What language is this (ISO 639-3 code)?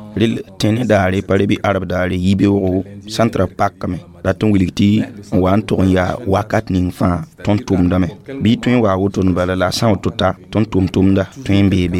mos